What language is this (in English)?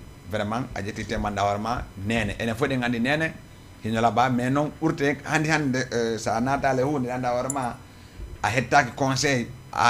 Fula